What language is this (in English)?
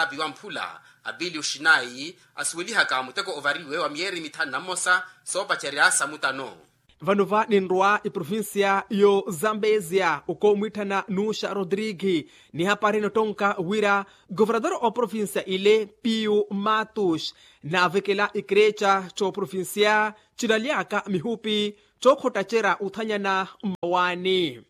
Makhuwa